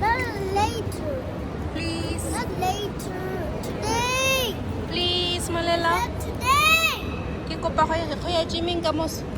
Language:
Tswana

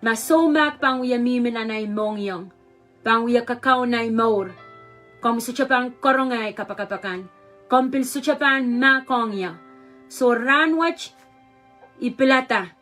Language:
Pohnpeian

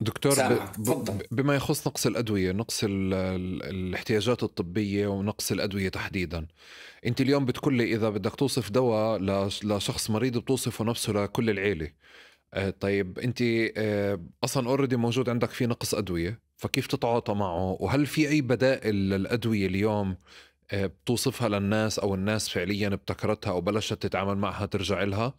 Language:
North Levantine Arabic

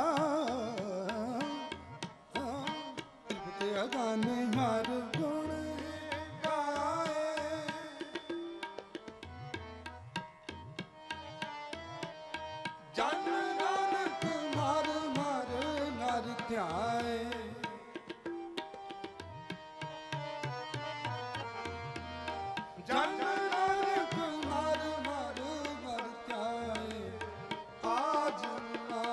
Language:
Punjabi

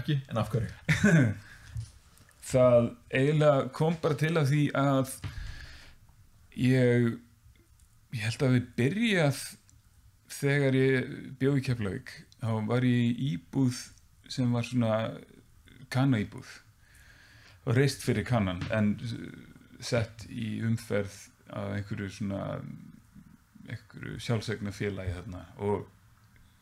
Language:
Icelandic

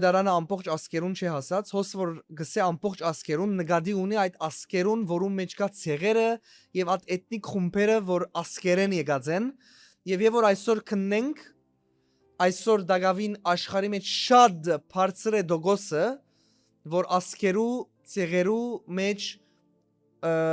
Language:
Western Armenian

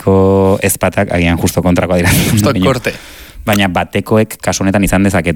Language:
Basque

